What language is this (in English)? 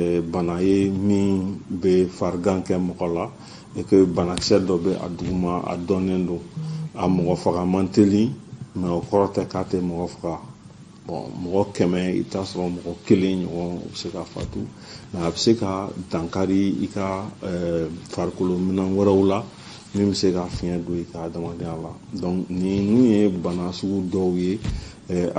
Bambara